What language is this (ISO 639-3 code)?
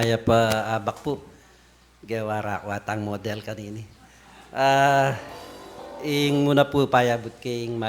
pam